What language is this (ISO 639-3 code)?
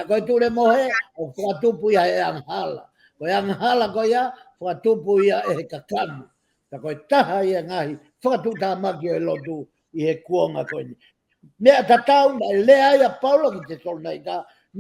ton